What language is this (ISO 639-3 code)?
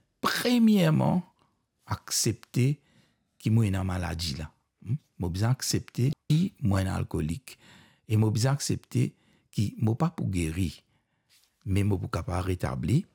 mfe